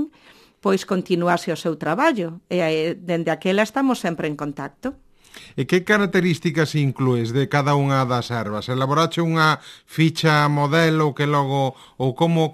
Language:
Galician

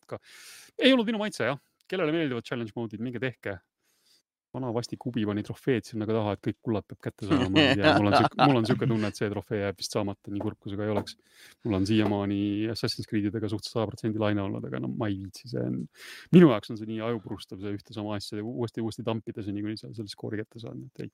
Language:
Estonian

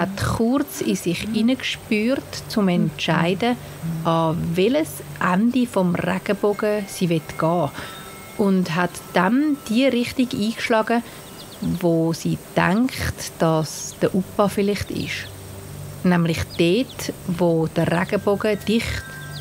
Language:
Swiss German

